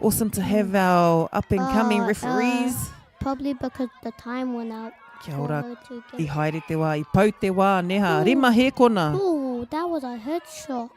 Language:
Māori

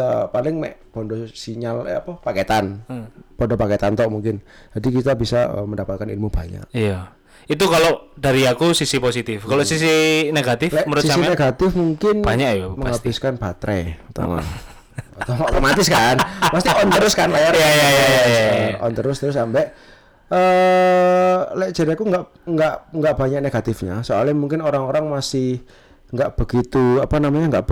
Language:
Indonesian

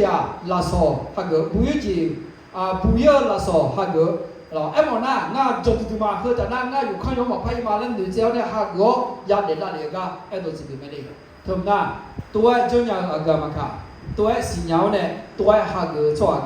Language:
Akha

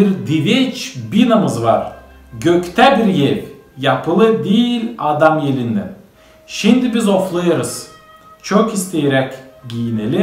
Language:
Gagauz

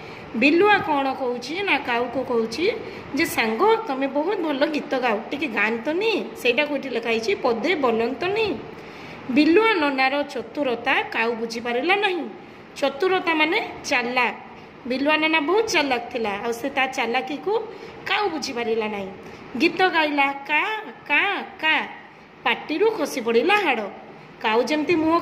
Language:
Odia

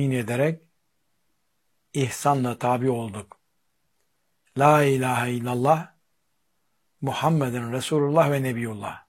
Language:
Turkish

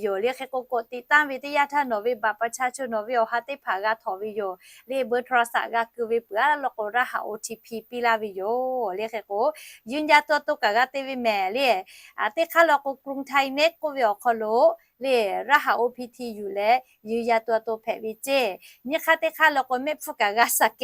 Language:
Lahu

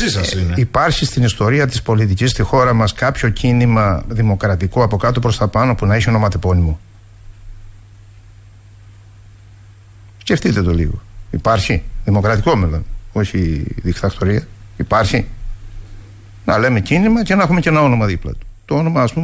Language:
Greek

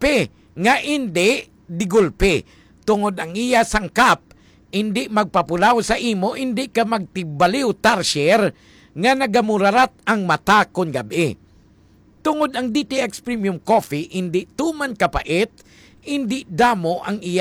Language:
Hiligaynon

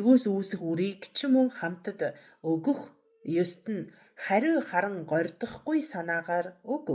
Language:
Mongolian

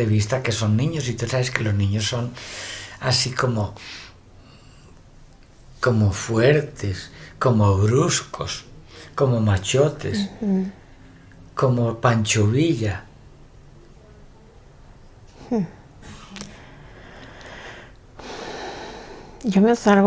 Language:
Spanish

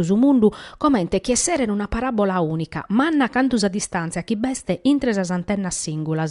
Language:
Sardinian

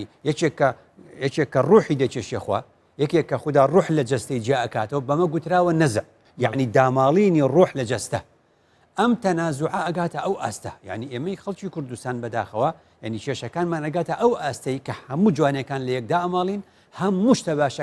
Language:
Central Kurdish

